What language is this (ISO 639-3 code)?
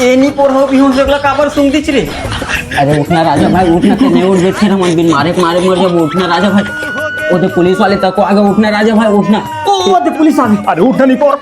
hne